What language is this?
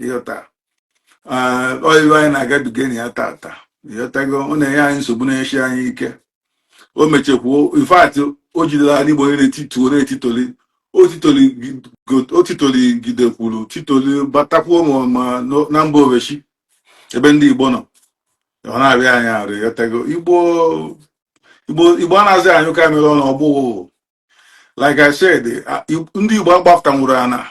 Igbo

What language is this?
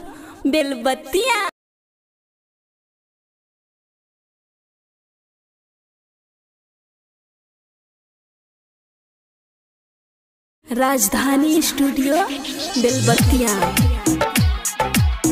Bhojpuri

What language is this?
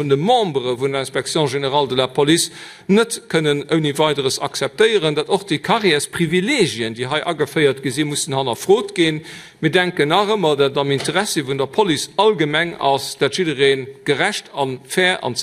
Luxembourgish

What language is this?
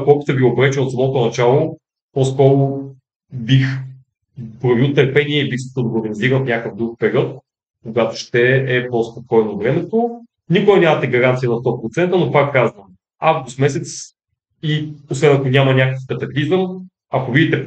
Bulgarian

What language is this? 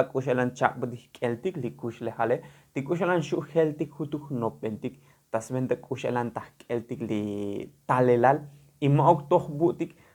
Tzotzil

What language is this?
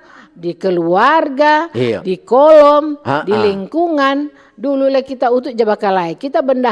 Manado Malay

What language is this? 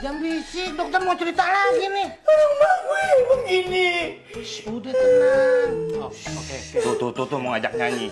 Betawi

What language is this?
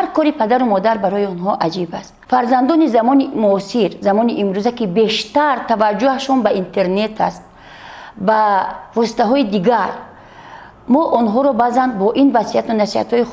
Tajik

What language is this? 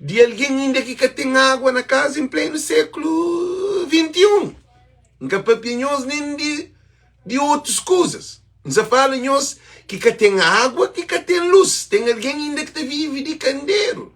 Kabuverdianu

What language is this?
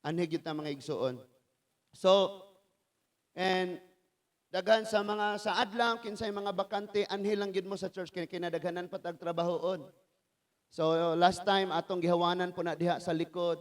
Cebuano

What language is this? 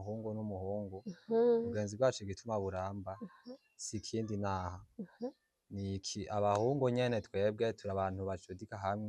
Rundi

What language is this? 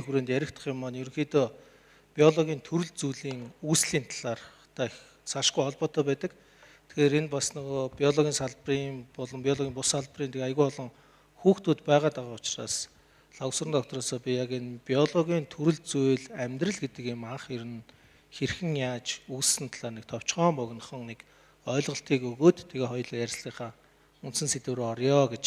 Mongolian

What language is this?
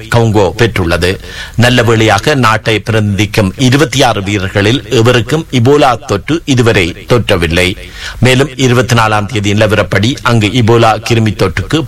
Tamil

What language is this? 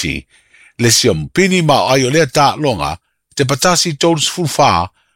Samoan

